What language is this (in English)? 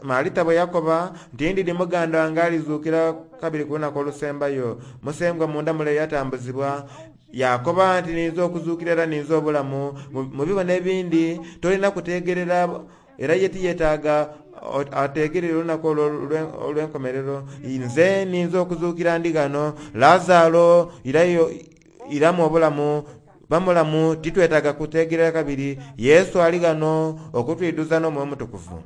Soga